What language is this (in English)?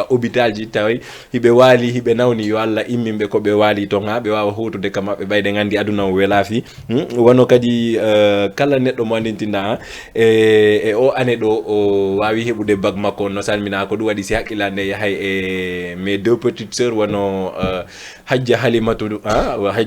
Fula